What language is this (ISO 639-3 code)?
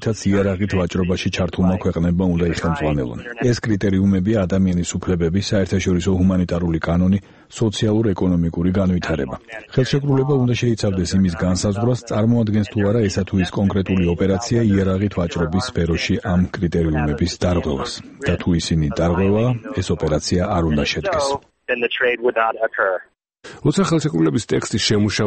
kat